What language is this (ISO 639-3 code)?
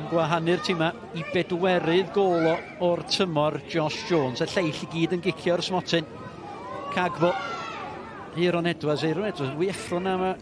cym